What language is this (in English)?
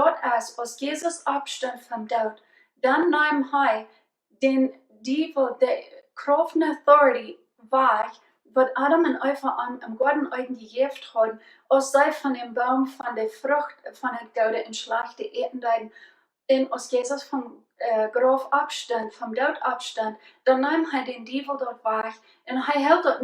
Plautdietsch